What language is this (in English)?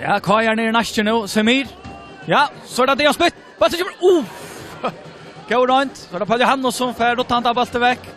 Faroese